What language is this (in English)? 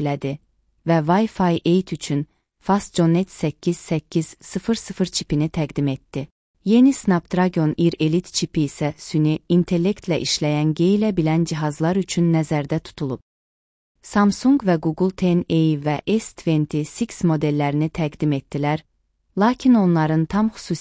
Azerbaijani